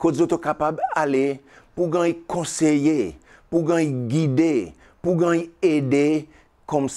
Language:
Seselwa Creole French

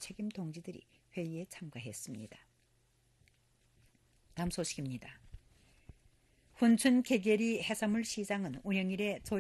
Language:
Korean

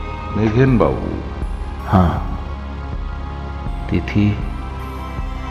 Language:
Bangla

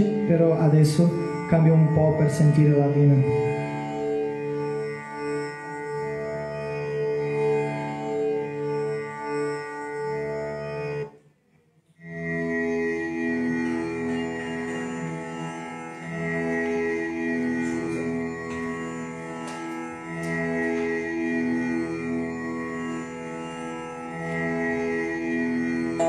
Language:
Italian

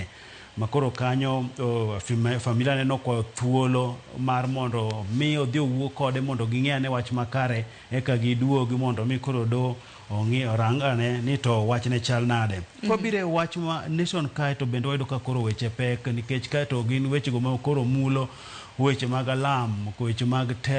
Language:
Luo (Kenya and Tanzania)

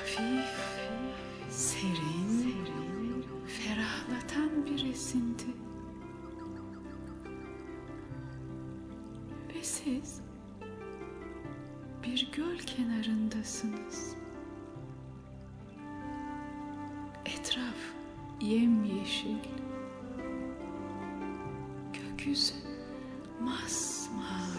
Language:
Turkish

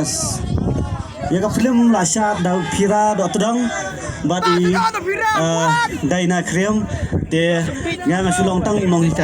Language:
Khasi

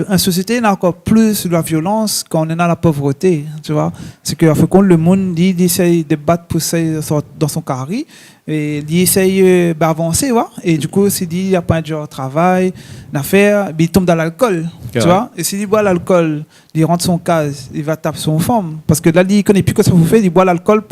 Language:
Réunion Creole French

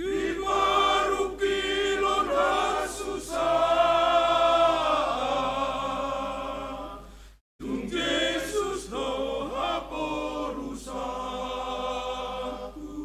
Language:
Batak Toba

